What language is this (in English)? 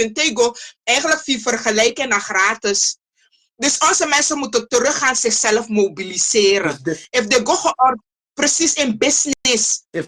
Sranan Tongo